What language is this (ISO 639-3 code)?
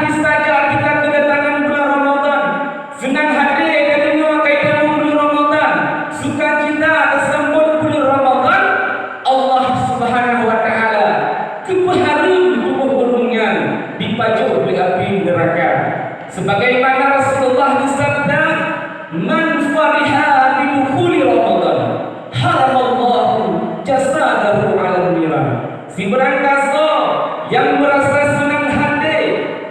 ace